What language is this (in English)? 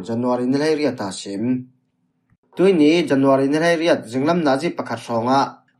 Falam Chin